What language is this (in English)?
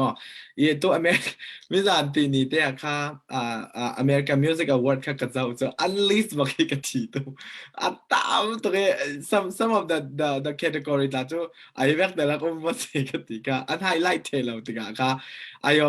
Falam Chin